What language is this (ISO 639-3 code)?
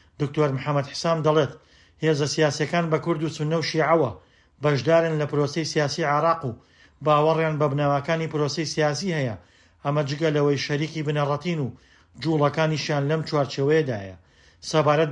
ckb